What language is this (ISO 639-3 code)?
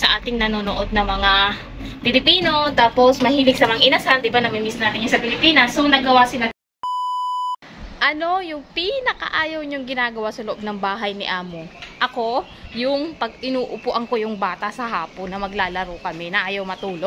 fil